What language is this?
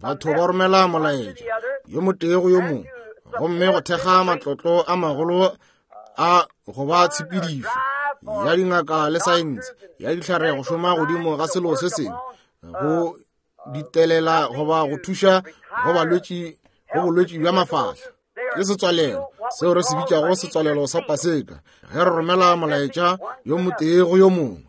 Northern Sotho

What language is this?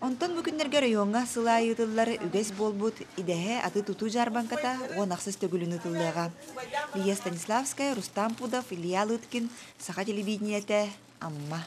Yakut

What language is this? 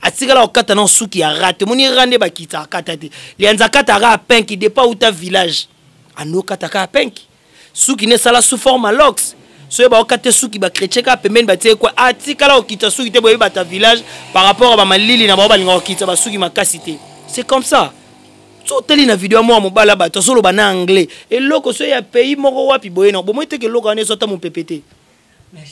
Lingala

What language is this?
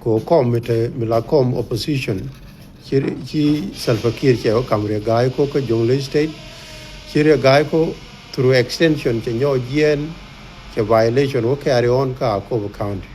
Nuer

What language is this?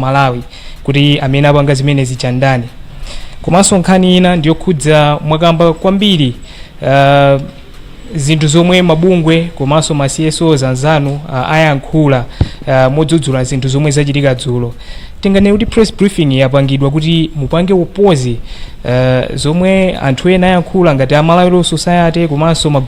Nyanja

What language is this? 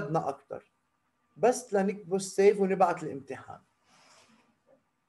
North Levantine Arabic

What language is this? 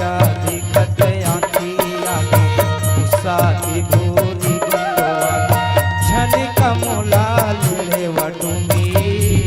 Chhattisgarhi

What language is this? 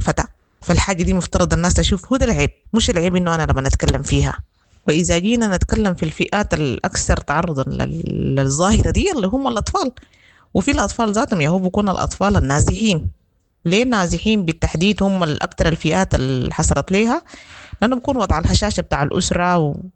Sudanese Arabic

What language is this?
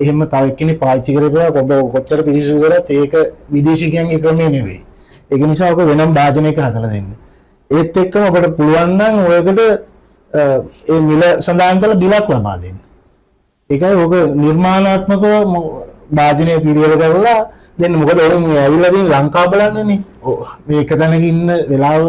Sinhala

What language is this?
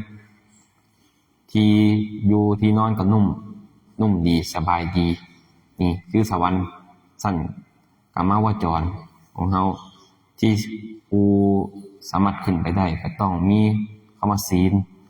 Lao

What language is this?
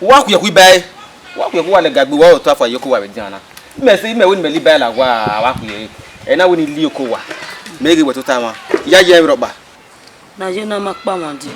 Bini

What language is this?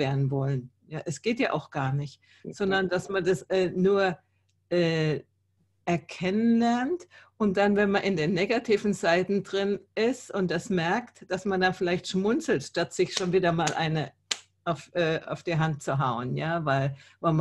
German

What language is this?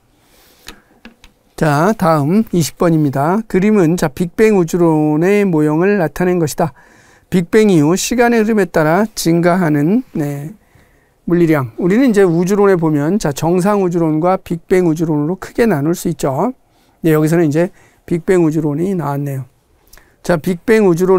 Korean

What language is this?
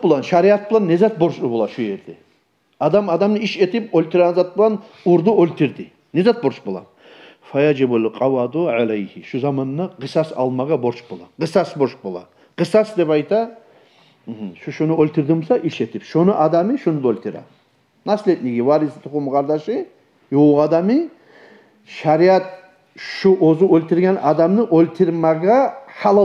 Kumyk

